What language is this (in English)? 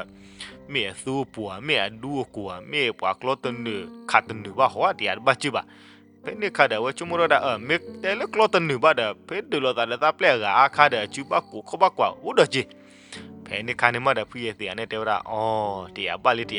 S'gaw Karen